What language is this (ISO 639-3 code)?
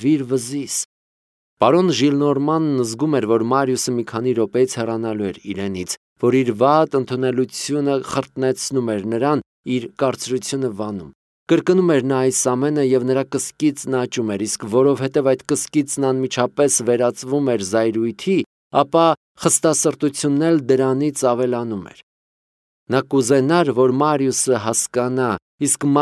hye